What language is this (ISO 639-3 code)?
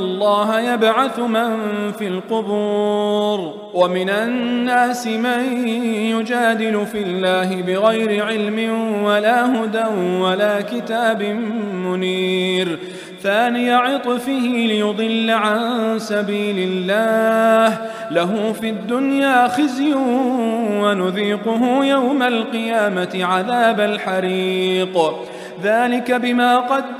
ara